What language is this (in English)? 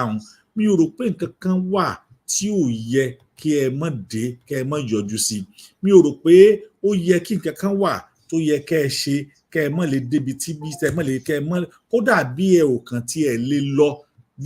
Yoruba